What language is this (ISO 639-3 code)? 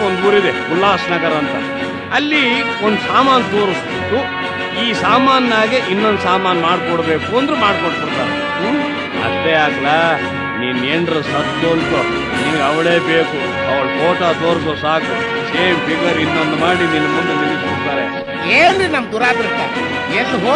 kan